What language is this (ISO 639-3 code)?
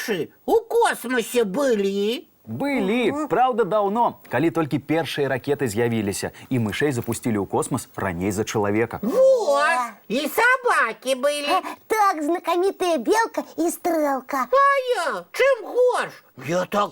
bel